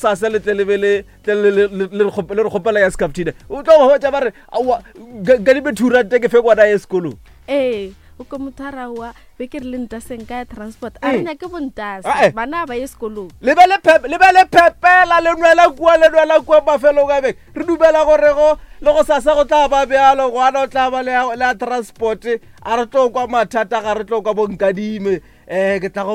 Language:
Northern Sotho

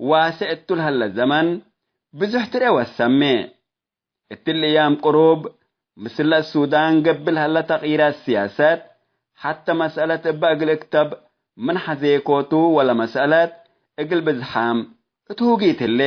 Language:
Tigre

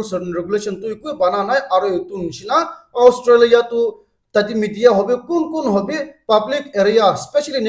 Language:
Naga Pidgin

